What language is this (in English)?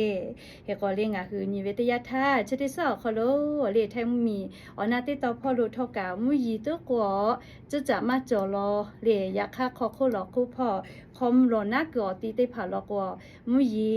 Lahu